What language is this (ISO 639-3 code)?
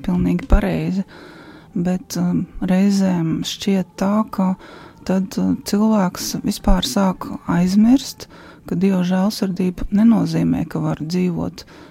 lav